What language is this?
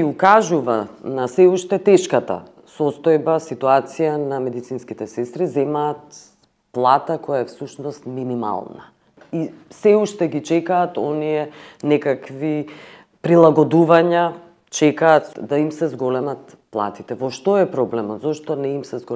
Macedonian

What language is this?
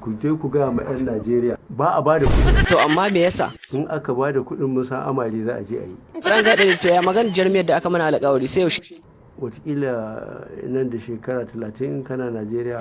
Hausa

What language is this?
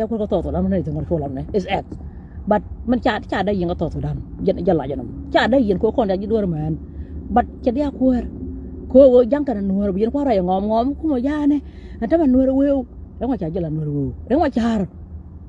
Nuer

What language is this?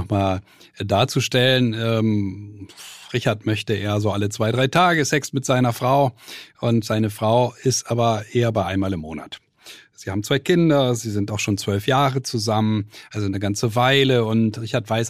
German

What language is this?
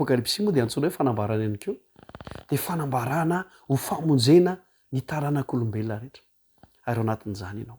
Malagasy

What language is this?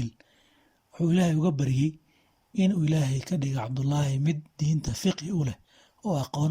Somali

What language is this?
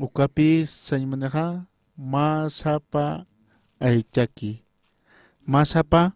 Aymara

